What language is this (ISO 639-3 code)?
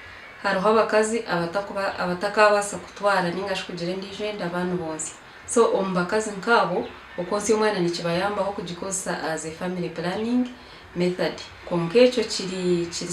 nyn